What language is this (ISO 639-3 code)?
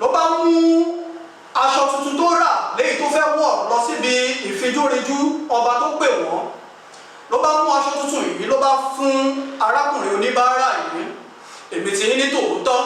yor